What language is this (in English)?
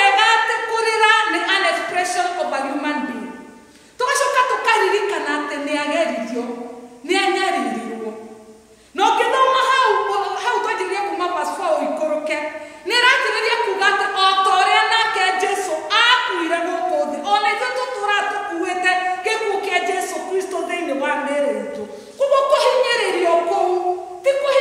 Kikuyu